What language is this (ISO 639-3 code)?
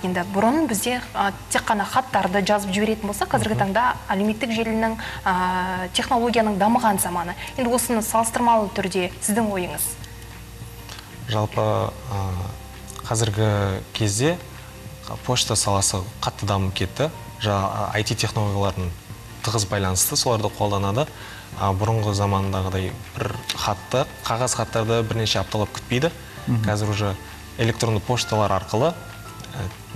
kaz